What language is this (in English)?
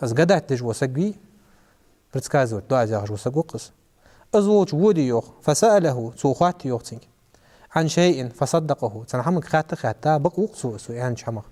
Ingush